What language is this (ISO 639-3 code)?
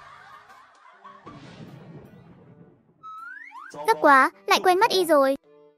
vie